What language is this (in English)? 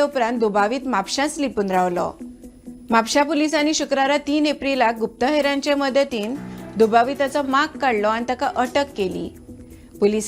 Konkani